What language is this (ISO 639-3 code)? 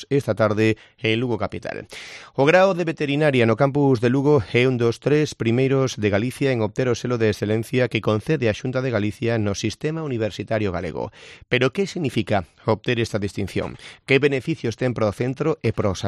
glg